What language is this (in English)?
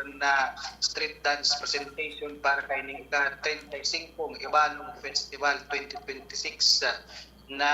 Bikol